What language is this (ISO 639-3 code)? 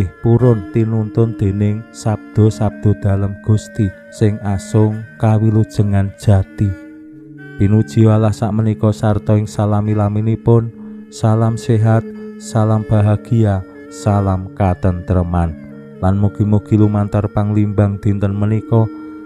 jav